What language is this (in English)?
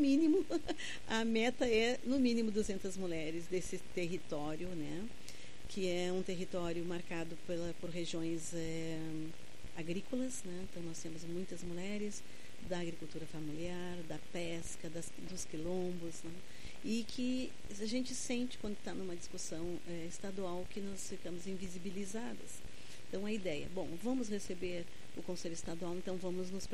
Portuguese